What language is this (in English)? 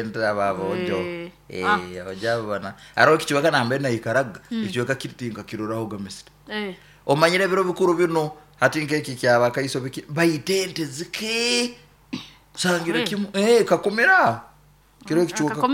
Nyankole